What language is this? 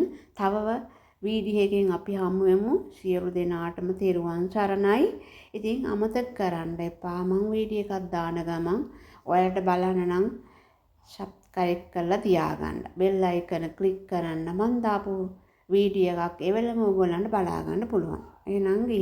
Sinhala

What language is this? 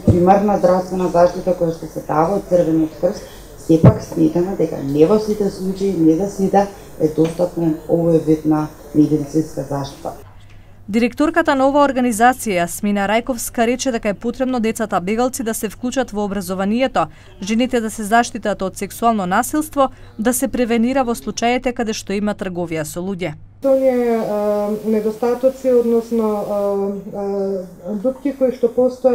Macedonian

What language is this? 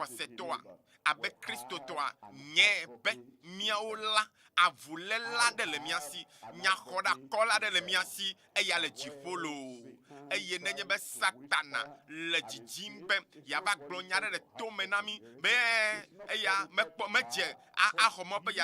Ewe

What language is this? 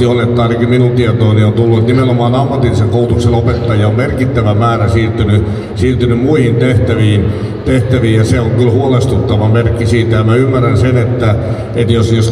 Finnish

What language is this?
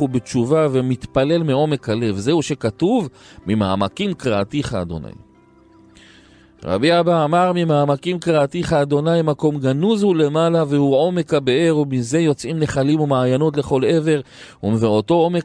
Hebrew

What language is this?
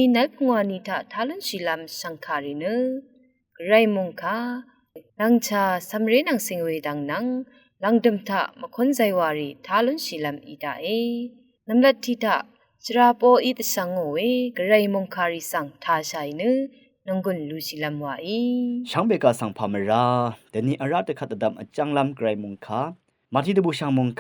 Rawang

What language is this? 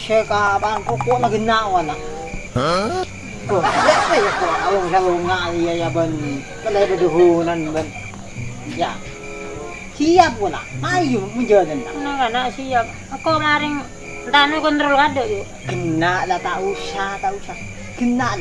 Madurese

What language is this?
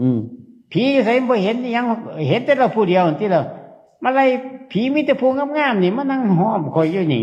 Northeastern Thai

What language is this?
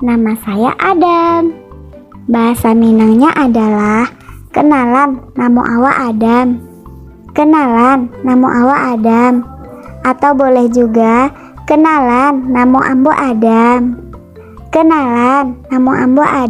Minangkabau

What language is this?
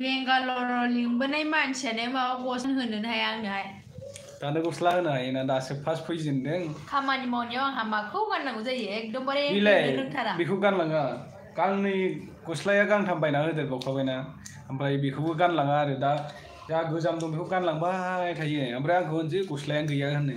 Bodo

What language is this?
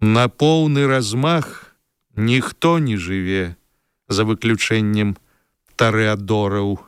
Belarusian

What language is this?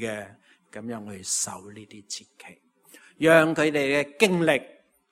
Cantonese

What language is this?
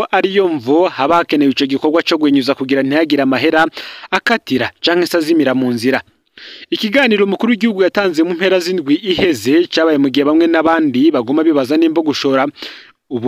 Rundi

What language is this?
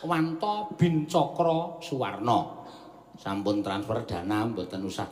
Javanese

